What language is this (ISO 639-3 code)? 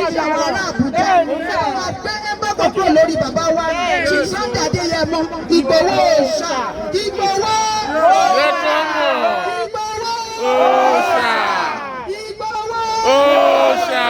yor